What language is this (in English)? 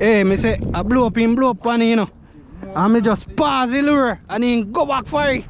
Jamaican Creole English